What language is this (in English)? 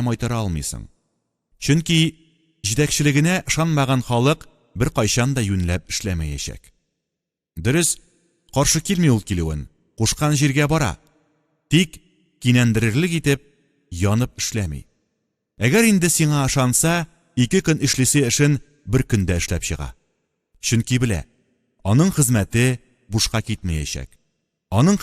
Tatar